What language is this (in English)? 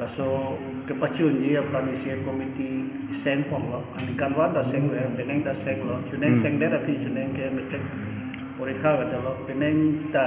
Karbi